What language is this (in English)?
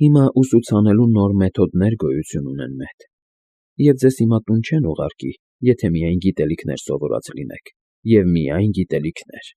Armenian